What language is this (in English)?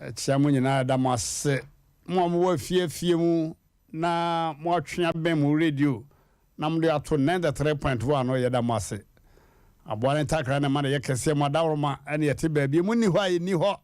Akan